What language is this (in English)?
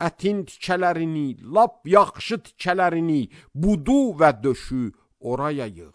Azerbaijani